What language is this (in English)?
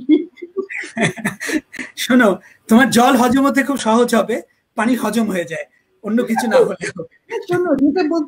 Bangla